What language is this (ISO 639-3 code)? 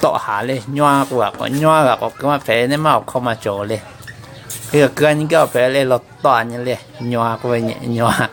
lhu